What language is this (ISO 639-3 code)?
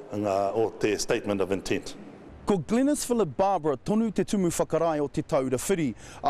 mri